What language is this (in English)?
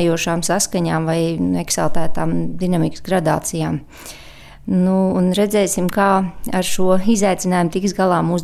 Latvian